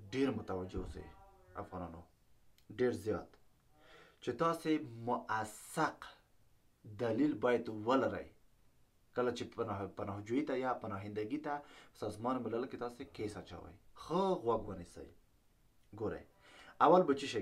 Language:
Pashto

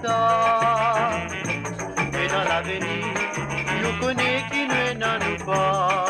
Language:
Morisyen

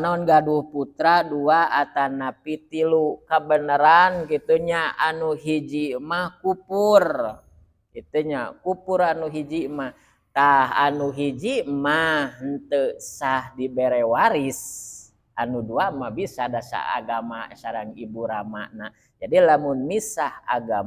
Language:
Sundanese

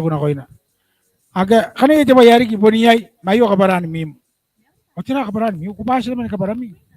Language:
Gilbertese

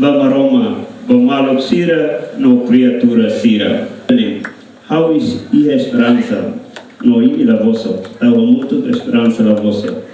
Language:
Tetum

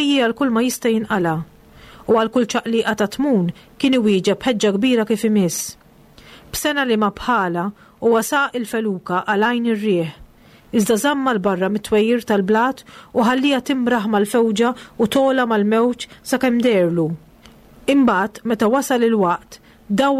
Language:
Maltese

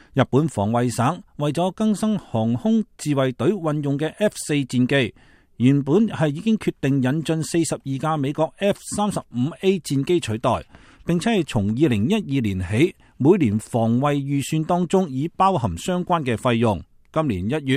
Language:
Cantonese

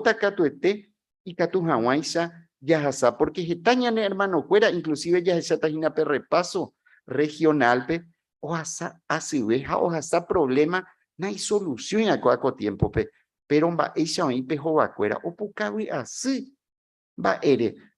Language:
Guarani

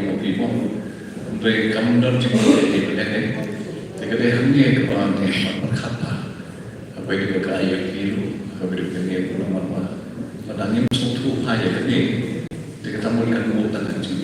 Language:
Khasi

